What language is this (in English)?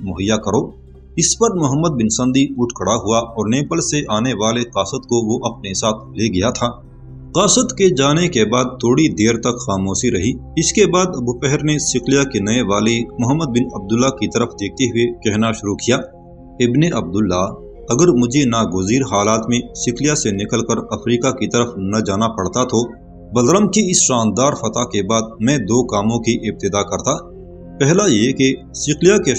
Urdu